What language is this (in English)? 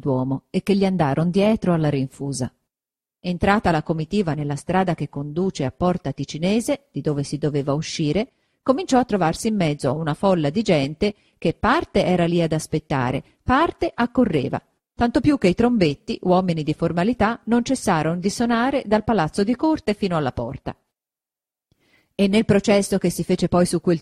Italian